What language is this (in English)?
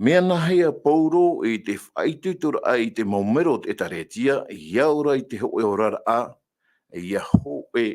Tahitian